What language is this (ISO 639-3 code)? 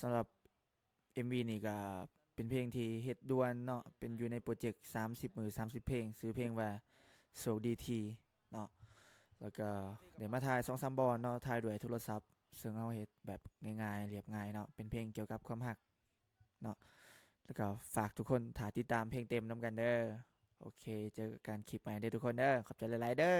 lao